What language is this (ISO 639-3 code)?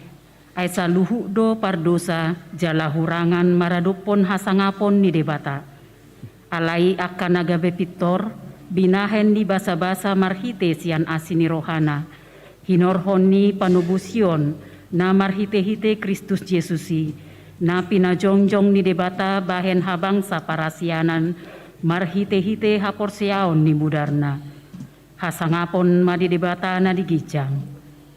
bbc